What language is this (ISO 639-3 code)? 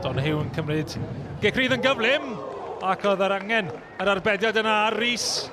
cym